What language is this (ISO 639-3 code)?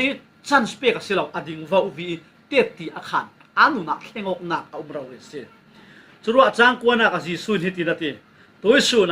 cfm